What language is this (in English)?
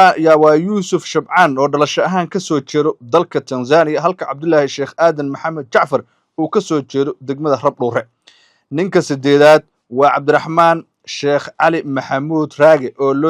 Somali